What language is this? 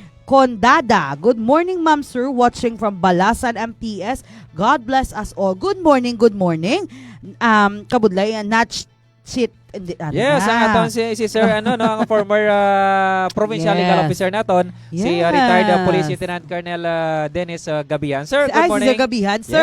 Hiligaynon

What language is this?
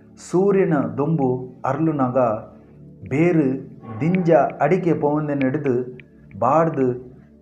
Tulu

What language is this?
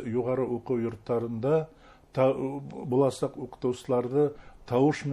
Bashkir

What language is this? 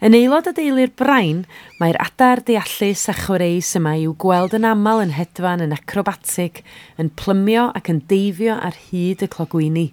Welsh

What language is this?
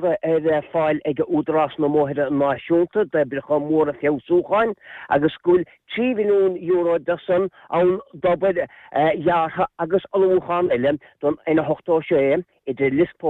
Irish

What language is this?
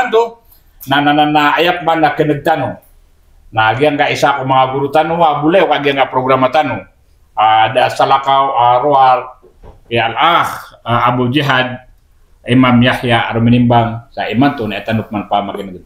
Maranao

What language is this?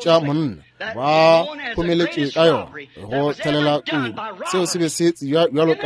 Northern Sotho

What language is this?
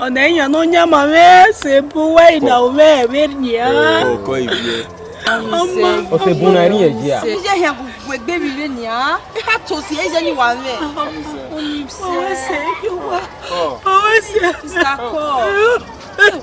Bini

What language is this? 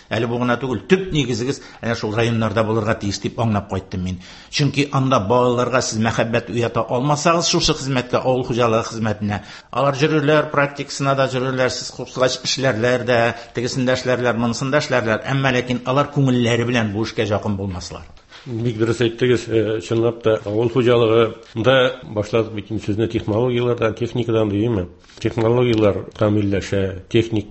Tatar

